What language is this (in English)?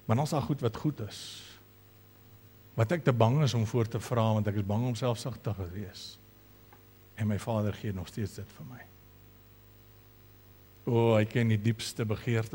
Afrikaans